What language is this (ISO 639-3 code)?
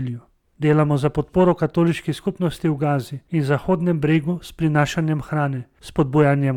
slv